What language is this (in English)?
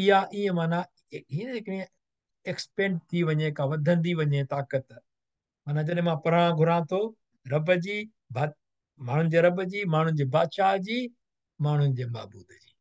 Sindhi